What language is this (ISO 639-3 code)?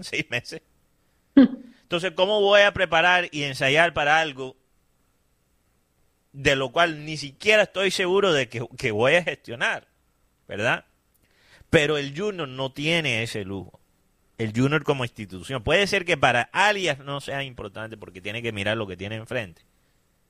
spa